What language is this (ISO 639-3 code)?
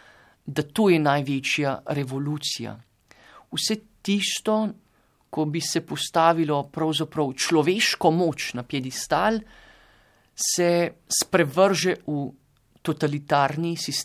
slv